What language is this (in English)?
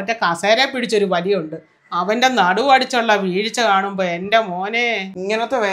Malayalam